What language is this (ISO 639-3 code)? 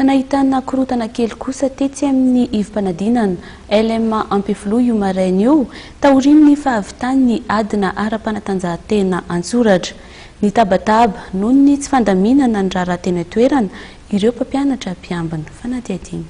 mlg